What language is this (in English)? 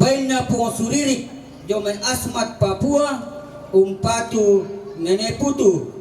Toraja-Sa'dan